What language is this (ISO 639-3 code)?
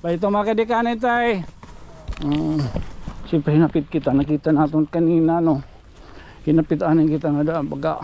war